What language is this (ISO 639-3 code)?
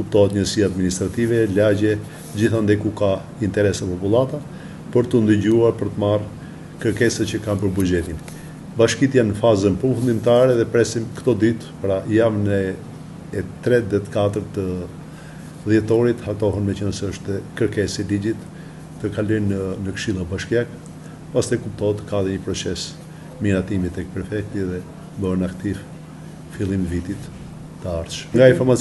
sqi